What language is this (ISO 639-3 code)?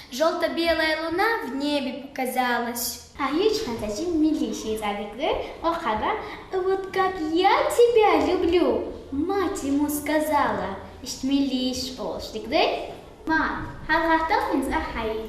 che